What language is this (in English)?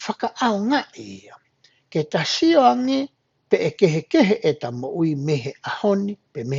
Tongan